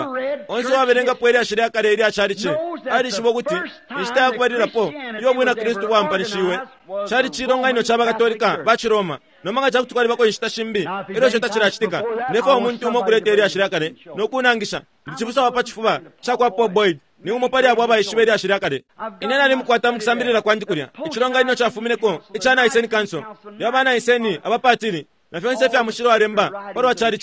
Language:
Bemba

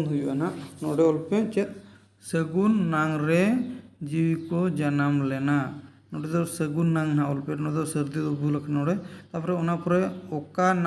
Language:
Santali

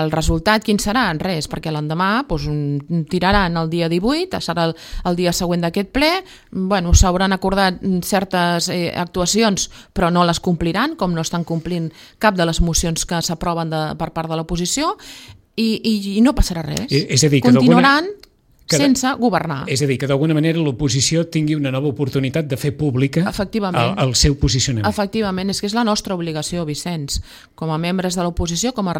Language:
Catalan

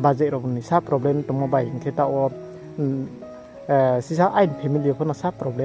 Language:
Riang (India)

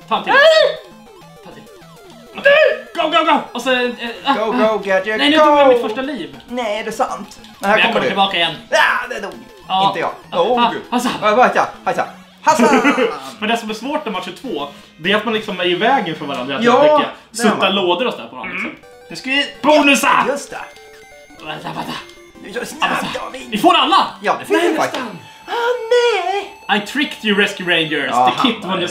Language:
Swedish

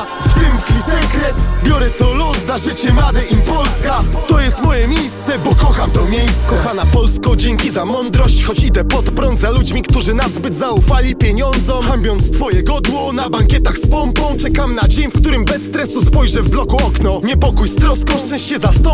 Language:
Polish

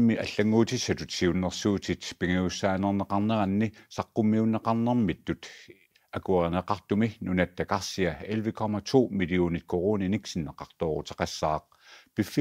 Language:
Kalaallisut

